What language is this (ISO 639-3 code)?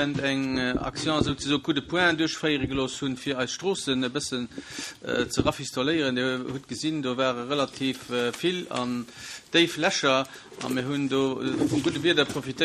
ltz